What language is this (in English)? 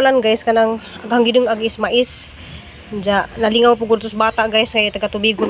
Cebuano